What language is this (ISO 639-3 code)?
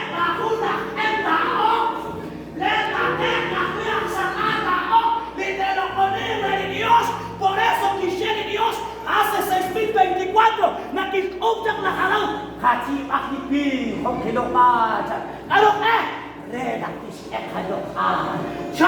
kek